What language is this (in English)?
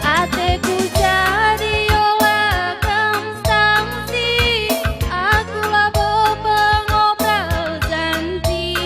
Batak Karo